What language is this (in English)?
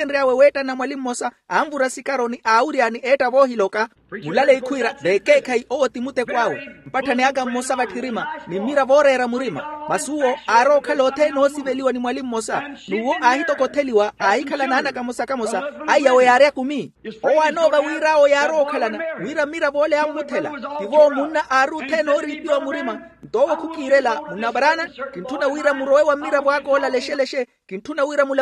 Makhuwa